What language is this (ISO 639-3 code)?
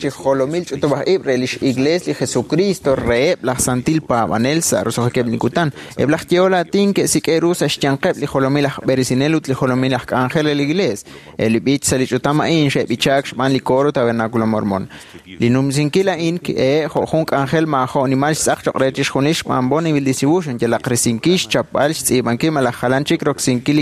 kek